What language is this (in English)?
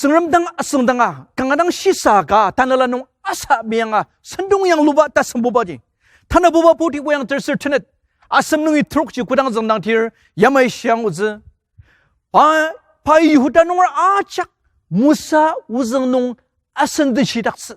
Ao Naga